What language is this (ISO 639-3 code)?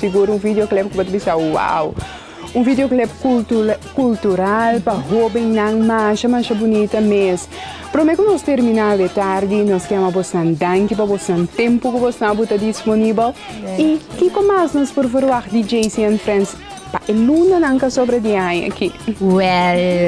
pap